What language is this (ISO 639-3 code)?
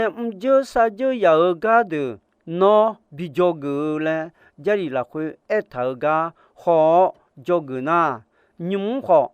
ahk